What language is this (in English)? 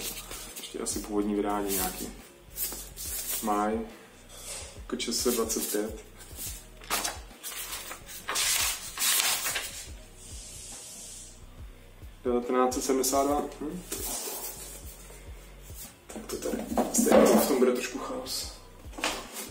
Czech